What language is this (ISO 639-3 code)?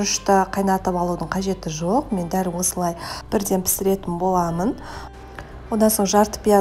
kaz